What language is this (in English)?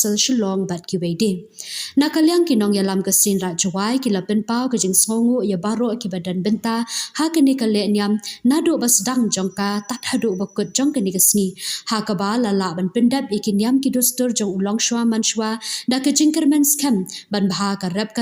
Khasi